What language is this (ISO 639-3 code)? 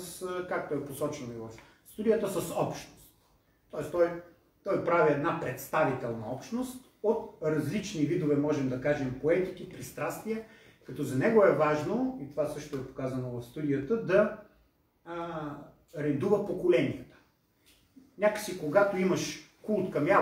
bul